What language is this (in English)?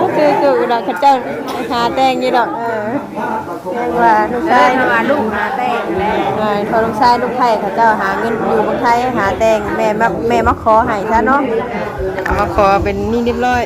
Northeastern Thai